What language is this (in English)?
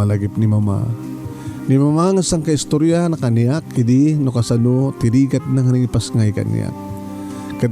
Iloko